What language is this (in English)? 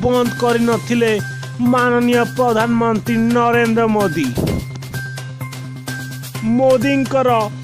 Odia